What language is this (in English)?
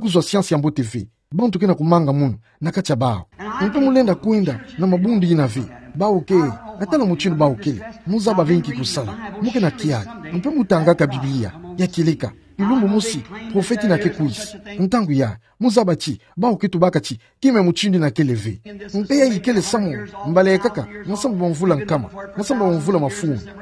Kituba (Democratic Republic of Congo)